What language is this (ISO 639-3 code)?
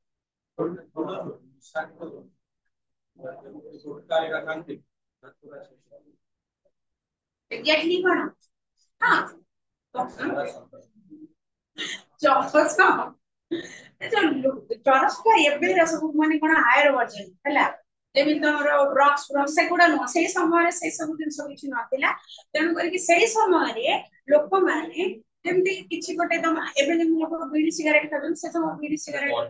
ori